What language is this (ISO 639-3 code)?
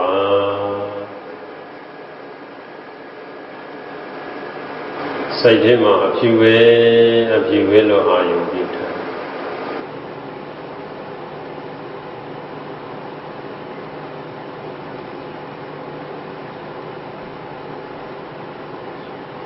mya